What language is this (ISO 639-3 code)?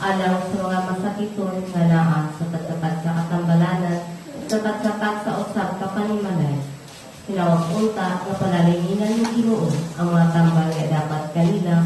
ceb